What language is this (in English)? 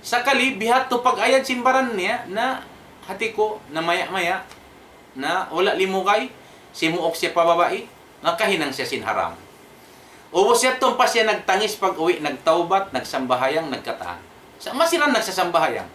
Tausug